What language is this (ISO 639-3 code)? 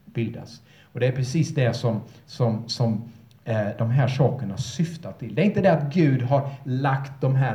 swe